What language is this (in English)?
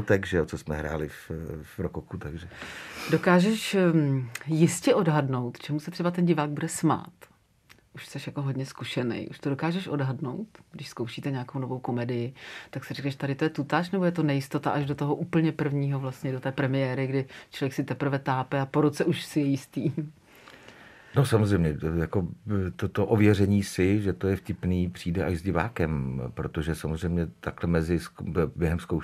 Czech